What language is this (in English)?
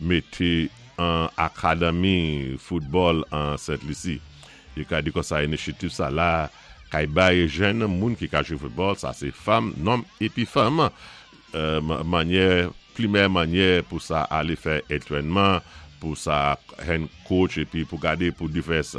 Saint Lucian Creole French